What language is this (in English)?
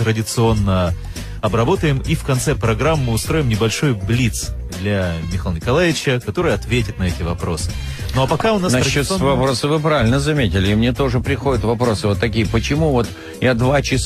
Russian